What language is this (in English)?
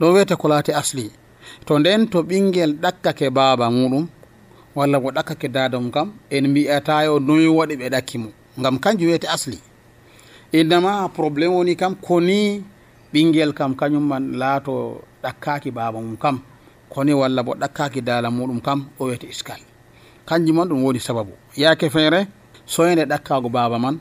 Nigerian Fulfulde